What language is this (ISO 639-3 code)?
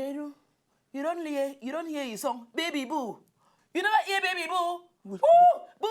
pcm